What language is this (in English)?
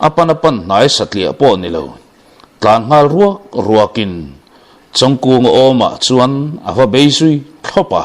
Mizo